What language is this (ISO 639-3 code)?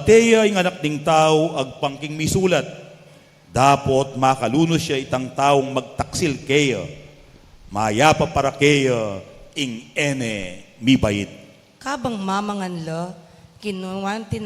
pam